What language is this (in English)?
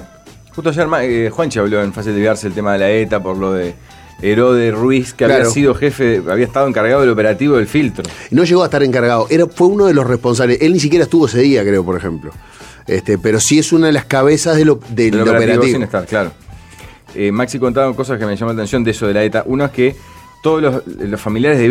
Spanish